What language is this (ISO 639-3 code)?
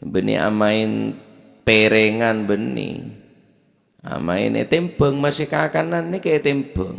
mad